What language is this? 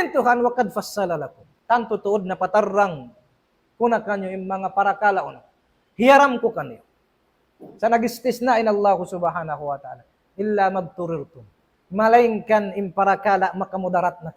Tausug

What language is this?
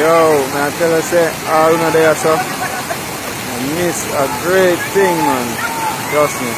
Jamaican Creole English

